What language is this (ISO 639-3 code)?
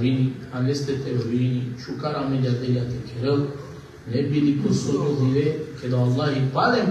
rmn